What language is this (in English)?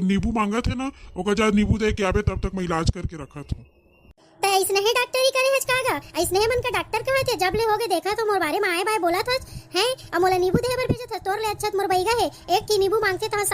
Chhattisgarhi